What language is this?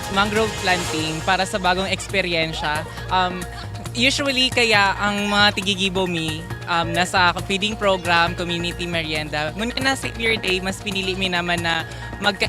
Bikol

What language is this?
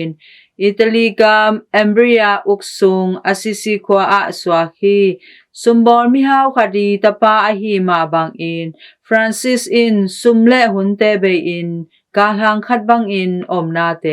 Tedim Chin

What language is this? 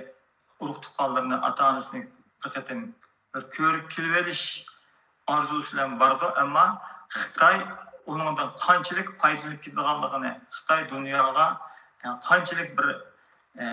Uyghur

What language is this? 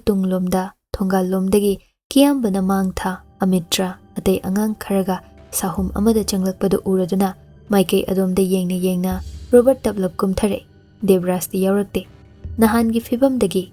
Manipuri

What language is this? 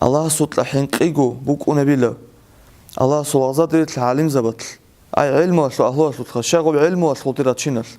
Avaric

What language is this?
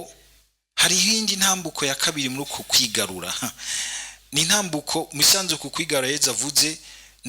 Rundi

